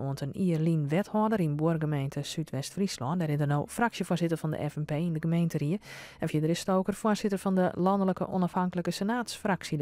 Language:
Western Frisian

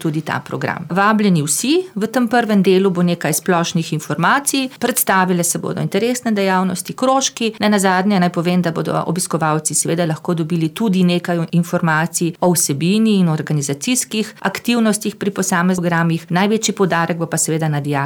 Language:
Slovenian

